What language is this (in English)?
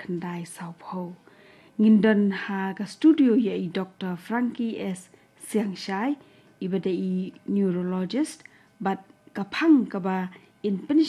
Khasi